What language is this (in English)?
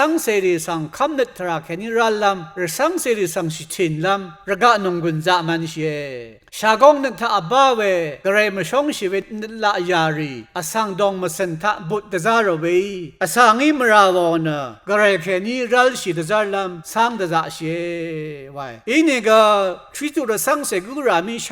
Rawang